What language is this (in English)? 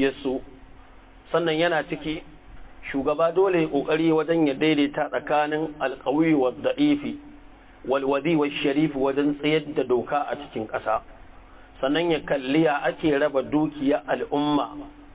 Hausa